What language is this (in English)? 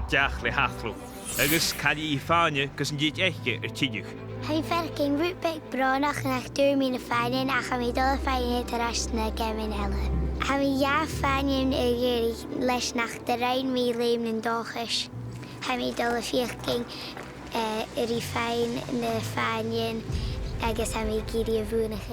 Scottish Gaelic